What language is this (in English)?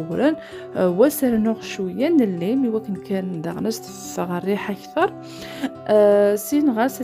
Kabyle